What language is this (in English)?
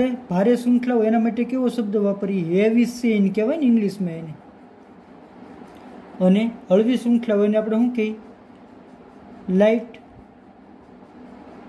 Gujarati